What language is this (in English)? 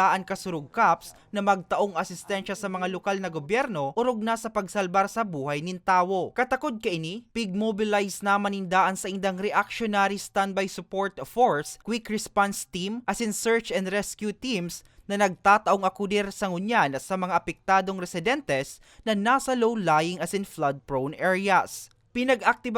Bikol